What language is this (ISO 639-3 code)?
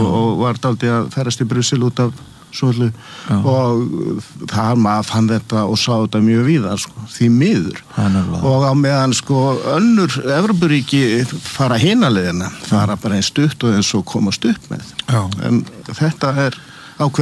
isl